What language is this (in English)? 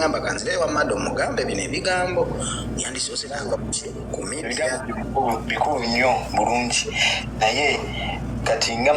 Ganda